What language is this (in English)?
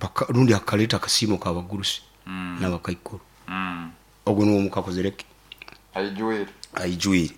Nyoro